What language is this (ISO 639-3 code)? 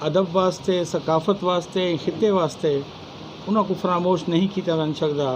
skr